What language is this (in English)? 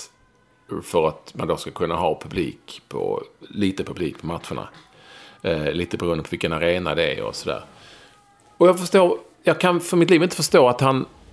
Swedish